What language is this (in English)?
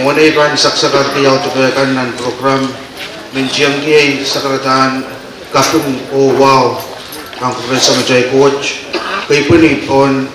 Pohnpeian